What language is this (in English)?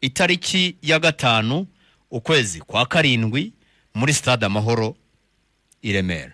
Kinyarwanda